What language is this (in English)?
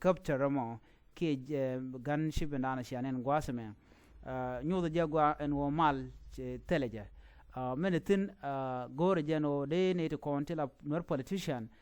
Nuer